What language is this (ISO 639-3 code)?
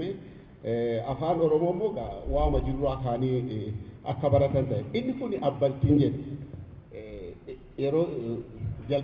orm